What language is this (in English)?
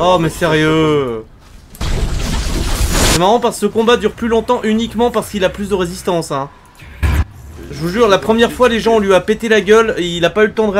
French